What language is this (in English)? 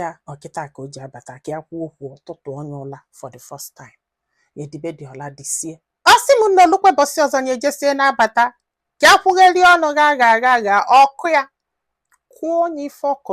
Igbo